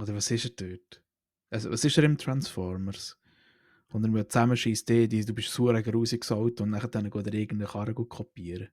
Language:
Swiss German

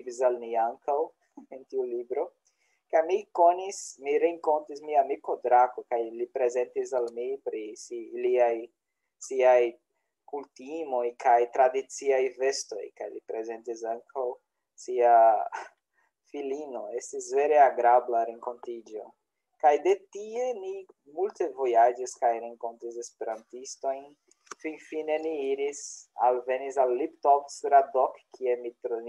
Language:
Esperanto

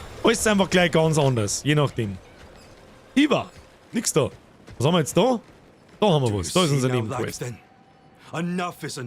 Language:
Bavarian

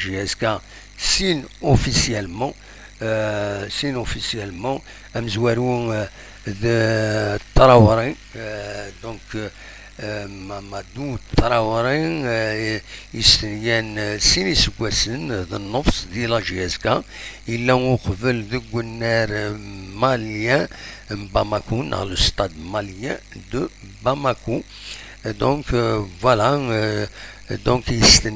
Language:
Kabyle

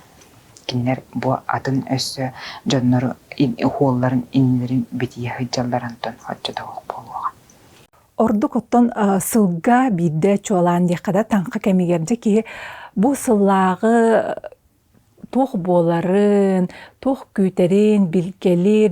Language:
Yakut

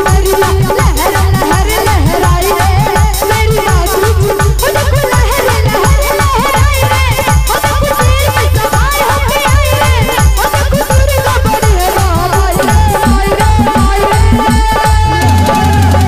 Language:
Bhojpuri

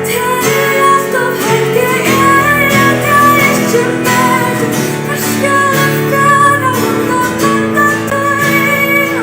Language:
Faroese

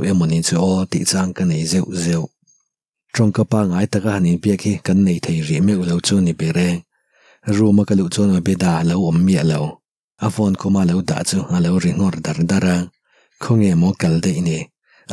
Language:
Mizo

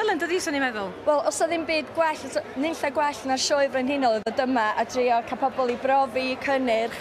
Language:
Welsh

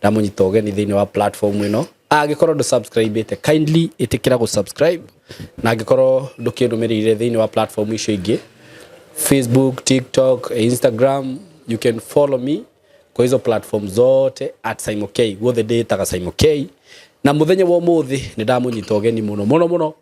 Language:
Kikuyu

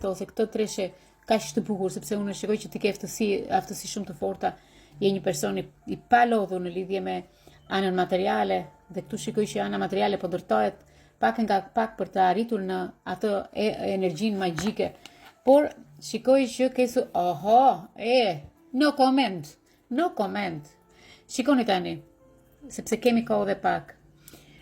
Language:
Albanian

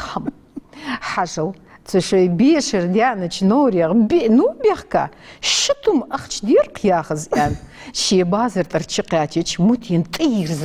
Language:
Ingush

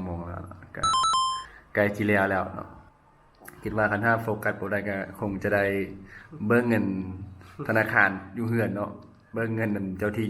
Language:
Lao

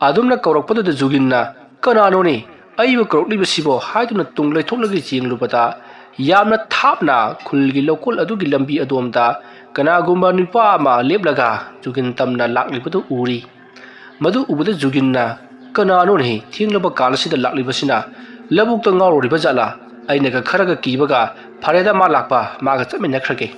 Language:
Manipuri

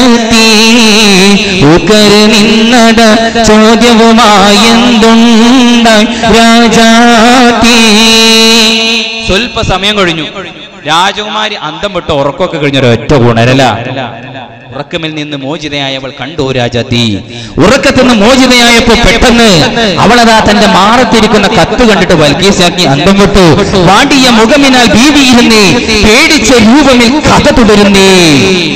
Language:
Malayalam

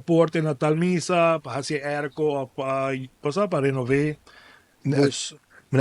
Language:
Papiamento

